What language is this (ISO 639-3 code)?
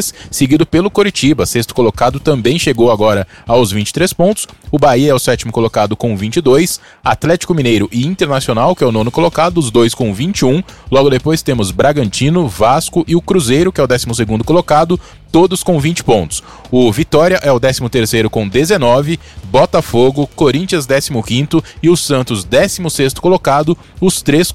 por